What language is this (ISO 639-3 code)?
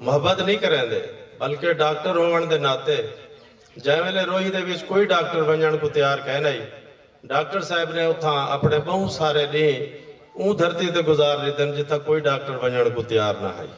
skr